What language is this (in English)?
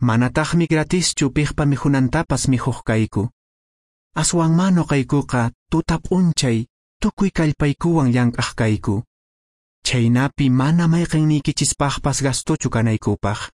Quechua